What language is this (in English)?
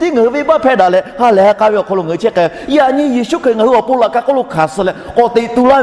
Lahu